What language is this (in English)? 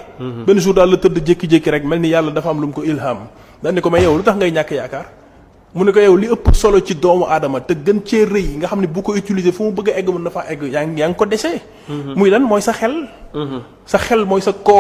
Wolof